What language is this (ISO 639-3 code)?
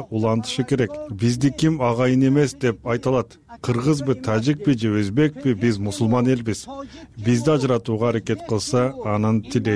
kir